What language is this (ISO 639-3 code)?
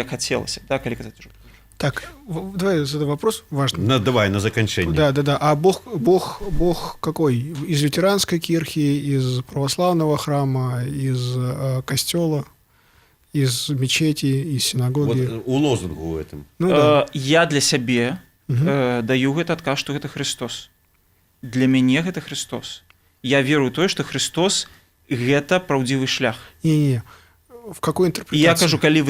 bel